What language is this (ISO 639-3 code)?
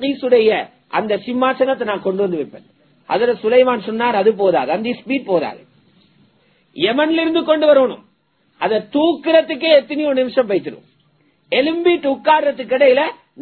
tam